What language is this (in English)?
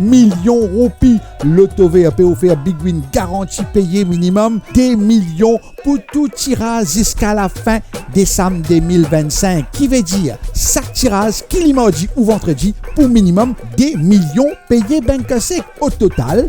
Morisyen